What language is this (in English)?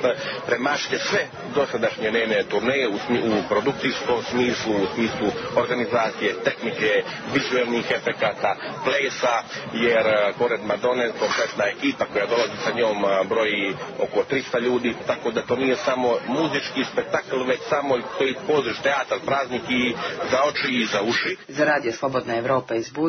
Serbian